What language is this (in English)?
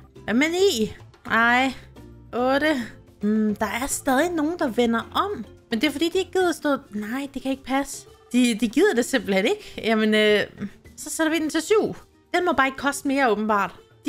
Danish